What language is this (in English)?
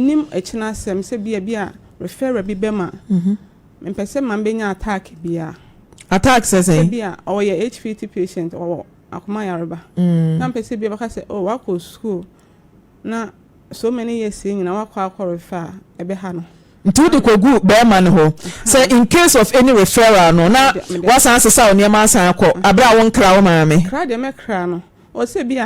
Akan